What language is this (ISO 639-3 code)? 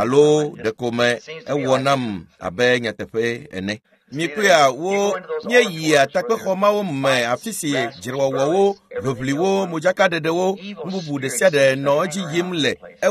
ewe